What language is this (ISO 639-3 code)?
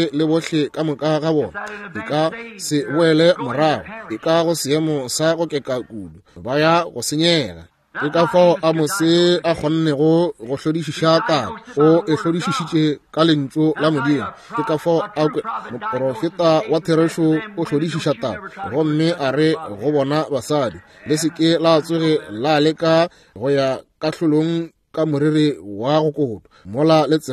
nso